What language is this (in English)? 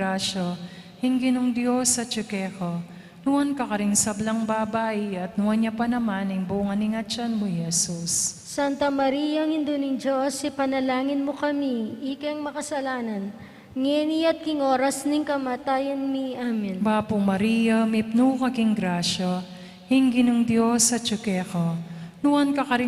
Pampanga